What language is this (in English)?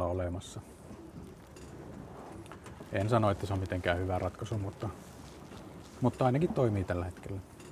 Finnish